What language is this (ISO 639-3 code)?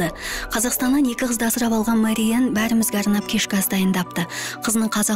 kaz